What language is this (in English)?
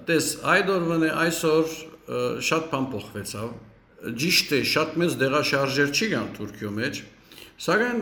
Western Armenian